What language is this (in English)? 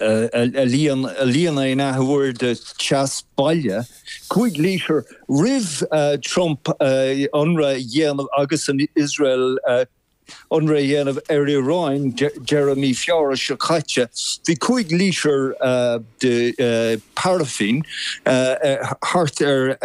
Irish